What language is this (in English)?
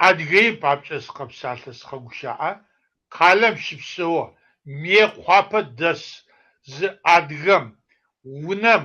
Kabardian